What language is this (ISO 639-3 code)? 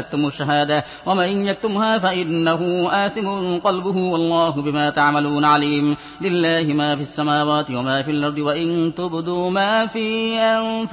ara